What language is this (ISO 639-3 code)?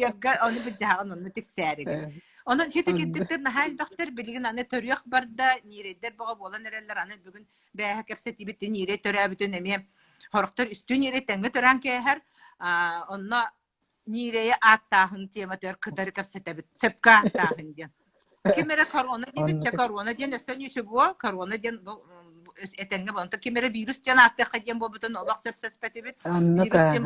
sah